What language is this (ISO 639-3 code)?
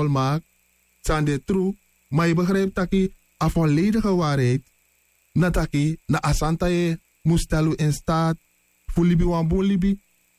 srn